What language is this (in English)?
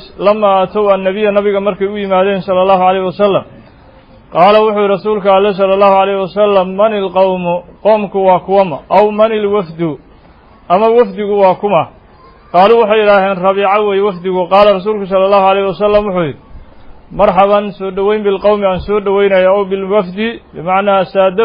Somali